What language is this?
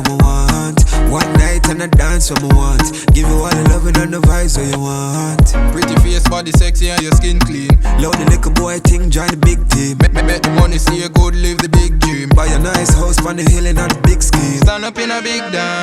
Jamaican Creole English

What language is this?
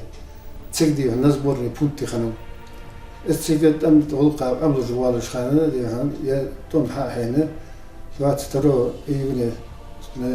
Ingush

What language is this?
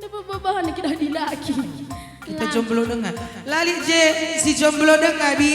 Batak Karo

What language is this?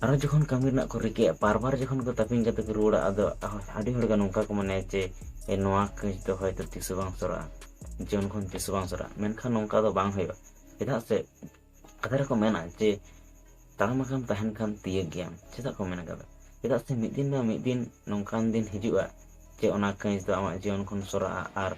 Santali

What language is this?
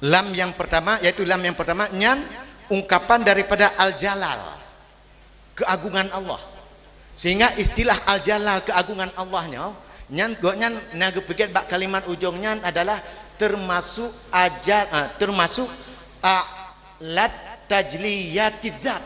Achinese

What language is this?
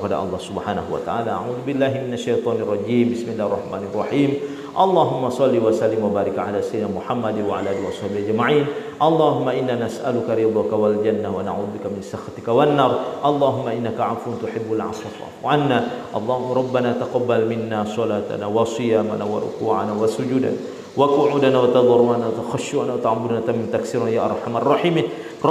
Buginese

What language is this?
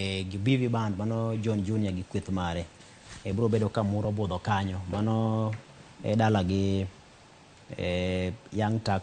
Luo (Kenya and Tanzania)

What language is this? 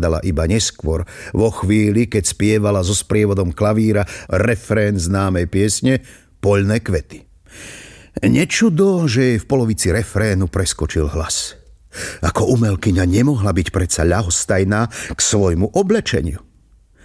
Slovak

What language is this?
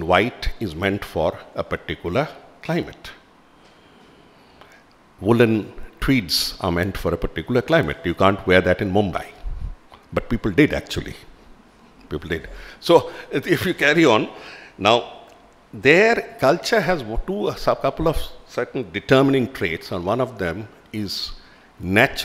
English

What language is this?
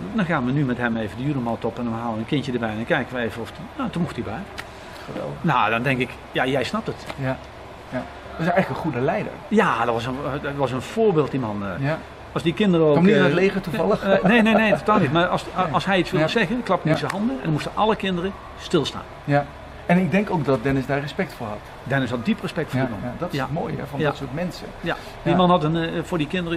Dutch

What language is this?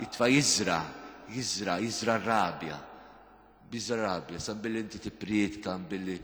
Maltese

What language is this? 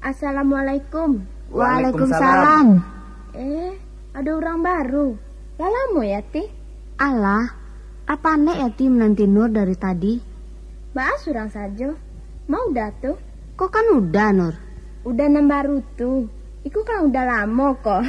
Minangkabau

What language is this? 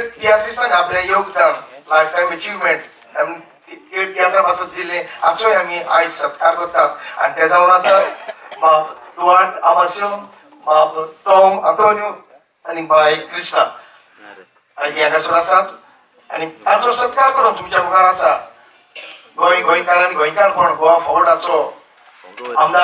Konkani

